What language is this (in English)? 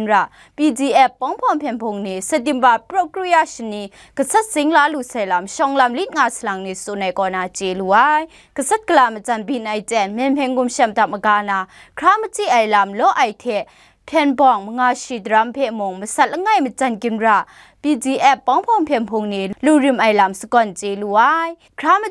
Kachin